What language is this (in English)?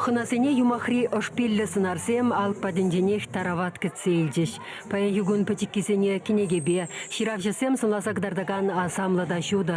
Chuvash